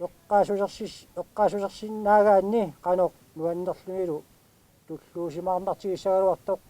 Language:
Kalaallisut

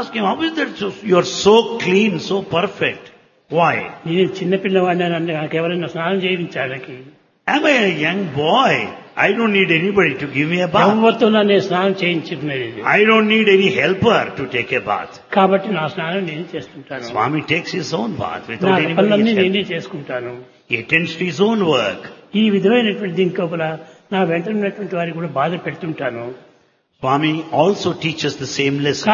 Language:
Telugu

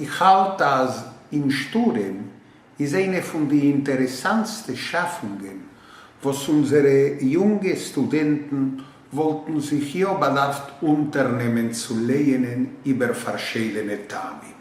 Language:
Yiddish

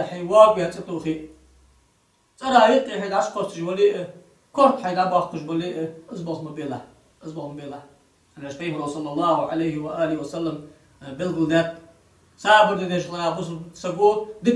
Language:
Ingush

